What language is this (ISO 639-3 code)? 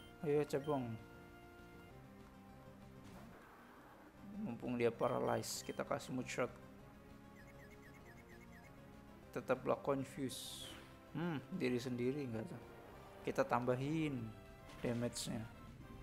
ind